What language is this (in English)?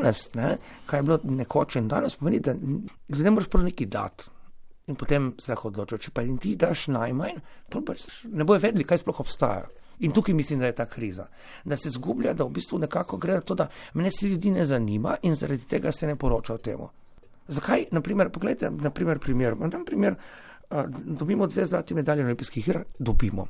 Slovenian